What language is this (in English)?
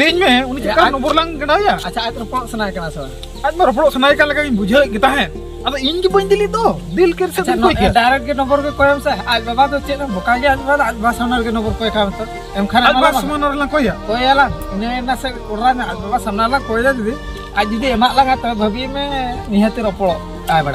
Santali